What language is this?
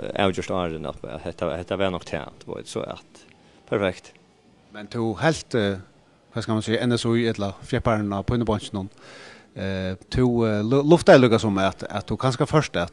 Faroese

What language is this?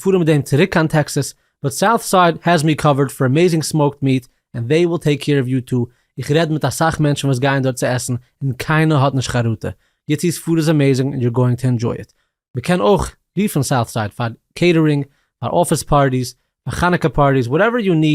Yiddish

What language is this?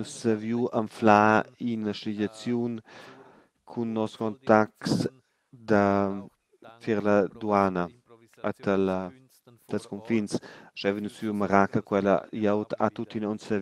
Romansh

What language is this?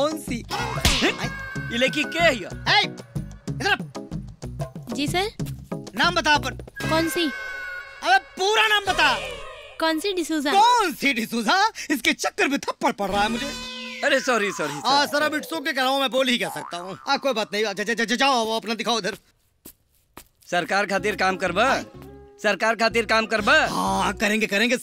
Bhojpuri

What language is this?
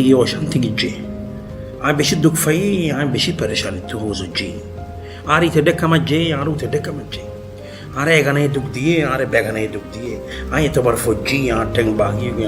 Rohingya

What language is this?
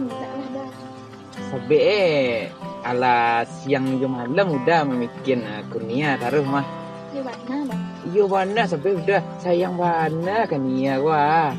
Minangkabau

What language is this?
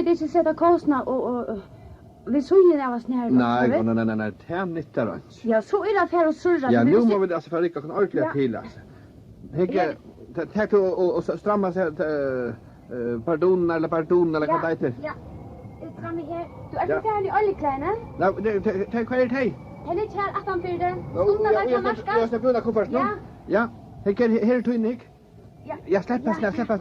Faroese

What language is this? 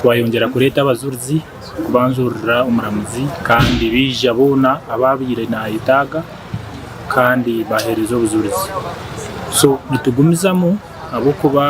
Nyankole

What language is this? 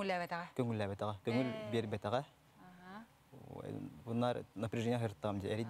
Yakut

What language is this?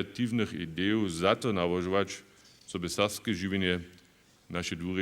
Upper Sorbian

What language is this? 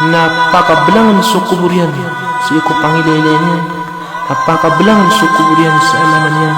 Maranao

